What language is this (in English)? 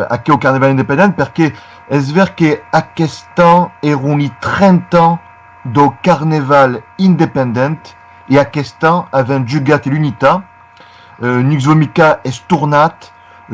Occitan